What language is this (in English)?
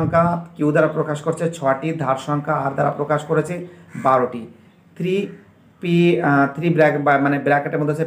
Bangla